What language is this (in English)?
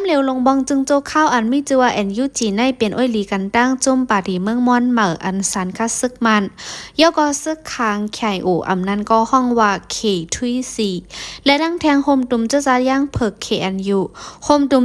Shan